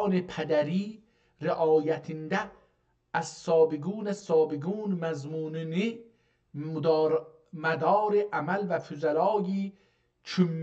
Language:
South Azerbaijani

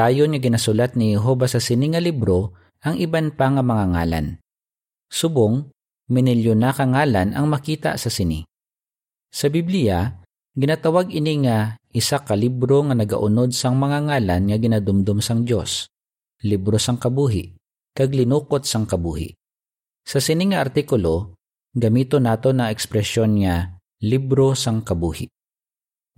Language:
Hiligaynon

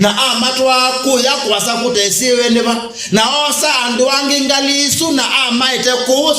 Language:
Kamba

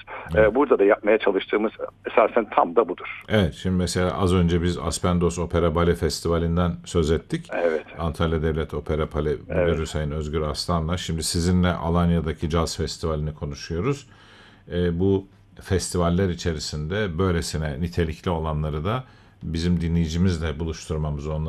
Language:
Turkish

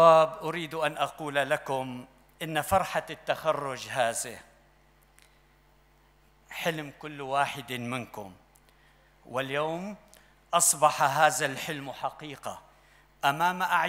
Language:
Arabic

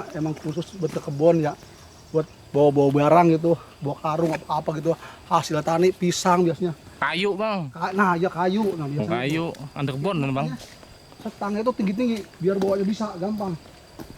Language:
Betawi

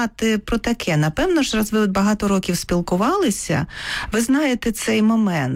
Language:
Ukrainian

